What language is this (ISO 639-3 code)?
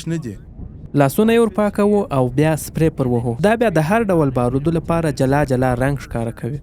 pus